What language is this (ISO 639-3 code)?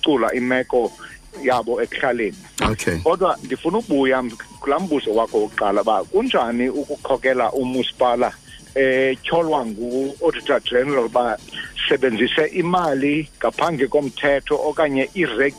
xho